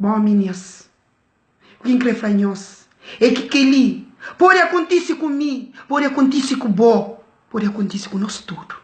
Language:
Kabuverdianu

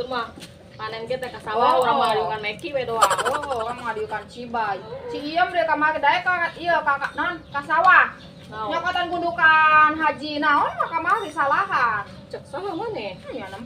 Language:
Sundanese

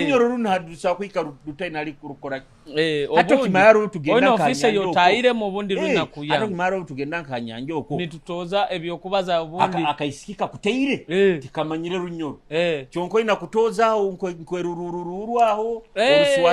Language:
Nyoro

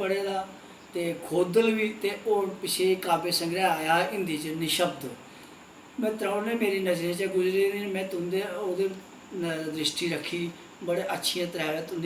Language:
Dogri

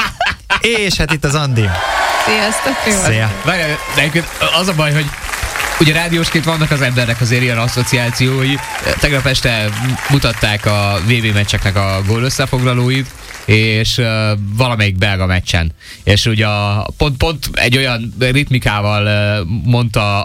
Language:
Hungarian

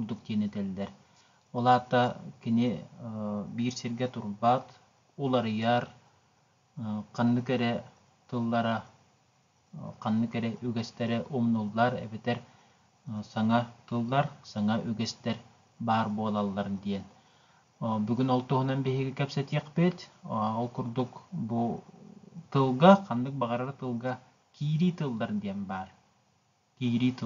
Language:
Yakut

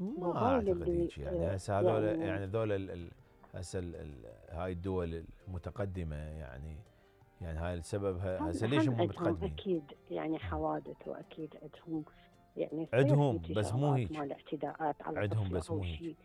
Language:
Mesopotamian Arabic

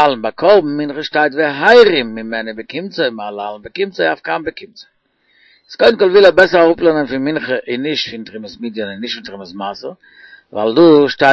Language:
Yiddish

